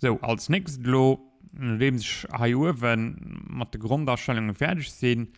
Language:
Luxembourgish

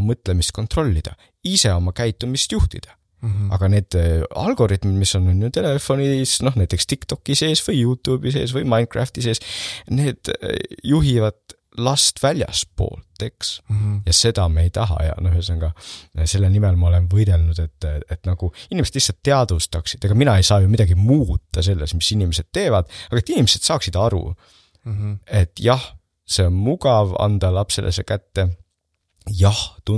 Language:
Estonian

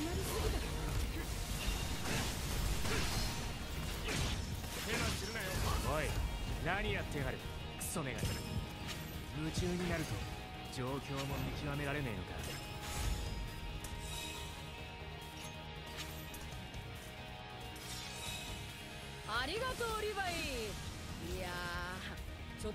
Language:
Japanese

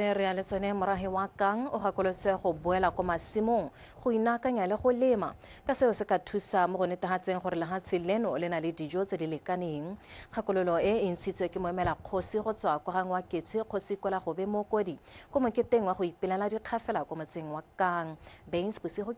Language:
Tswana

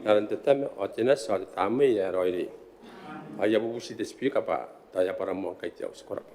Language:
Gilbertese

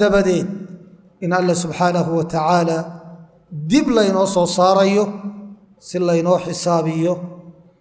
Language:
Somali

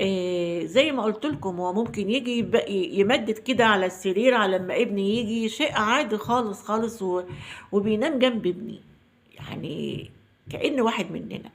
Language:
Egyptian Arabic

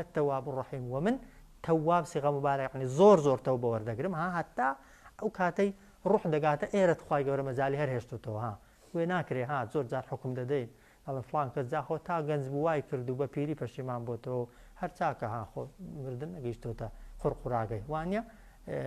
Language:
Central Kurdish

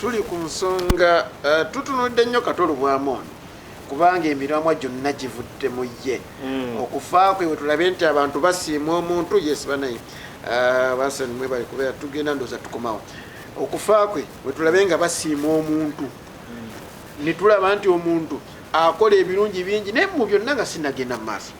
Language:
Ganda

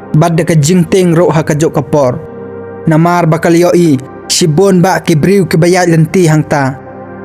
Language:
Khasi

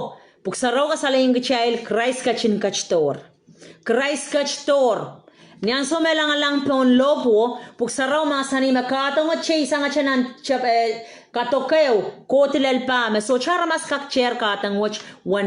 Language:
Pohnpeian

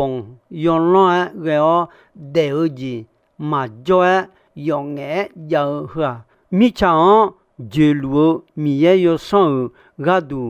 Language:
Akha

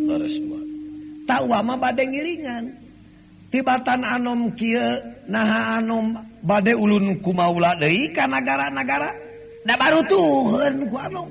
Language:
Sundanese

